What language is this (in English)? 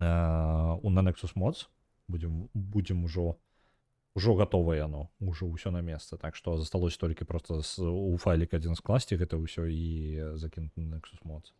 Belarusian